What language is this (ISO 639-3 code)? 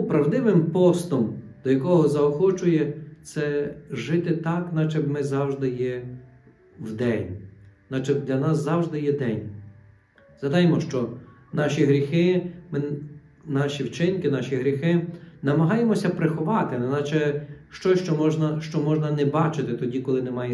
ukr